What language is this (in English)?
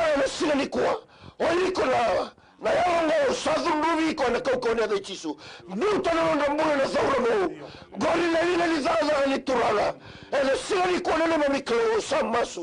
Fijian